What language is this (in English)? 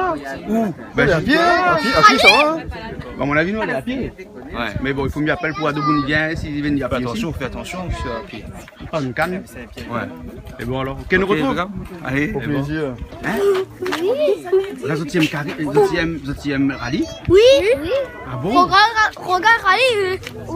Réunion Creole French